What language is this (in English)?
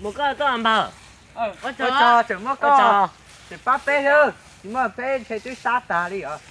Hmong